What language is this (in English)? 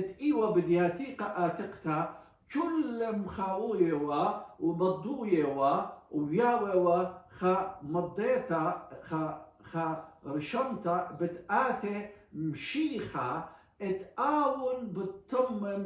Assyrian Neo-Aramaic